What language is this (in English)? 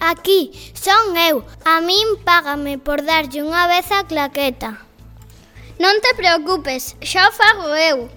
Galician